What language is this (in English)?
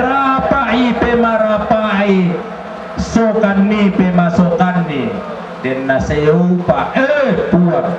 Toraja-Sa'dan